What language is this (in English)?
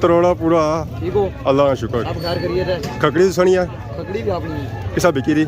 Pahari-Potwari